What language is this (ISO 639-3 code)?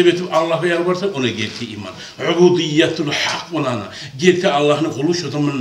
kum